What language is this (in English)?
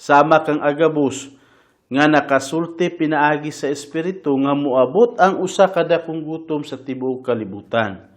Cebuano